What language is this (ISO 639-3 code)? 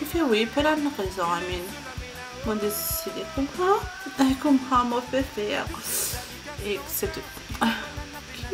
mfe